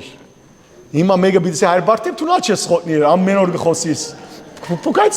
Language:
Western Armenian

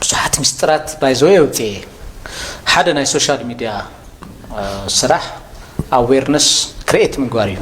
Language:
Tigrinya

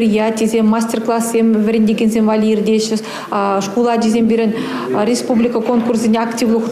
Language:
Chuvash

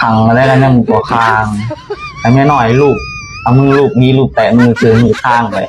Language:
Lao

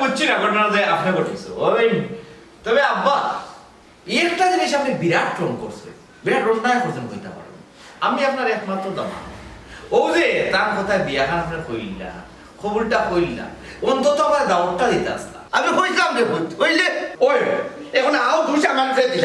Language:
Sylheti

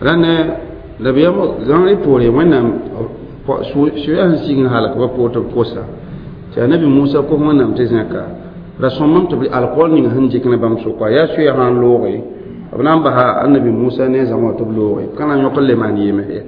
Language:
Mossi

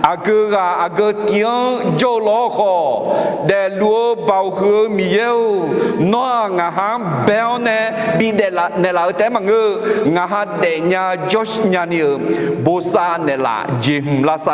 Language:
Akha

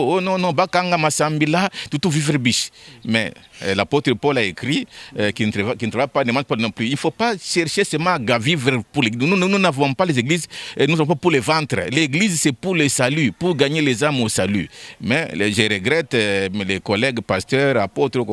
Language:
Luba-Lulua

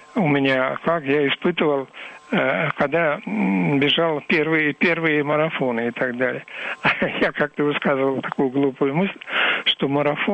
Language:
Russian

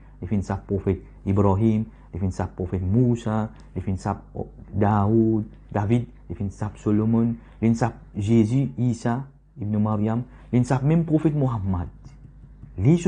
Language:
Morisyen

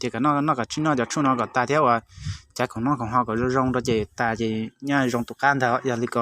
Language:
Hmong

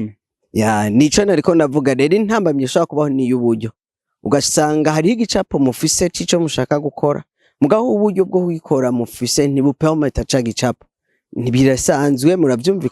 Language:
Rundi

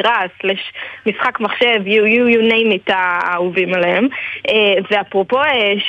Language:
Hebrew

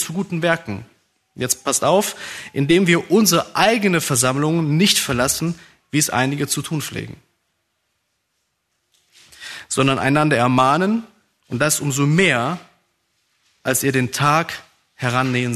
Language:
German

